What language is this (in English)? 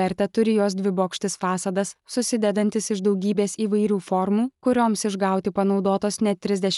Lithuanian